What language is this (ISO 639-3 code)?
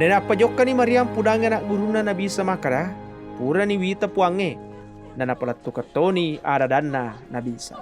bug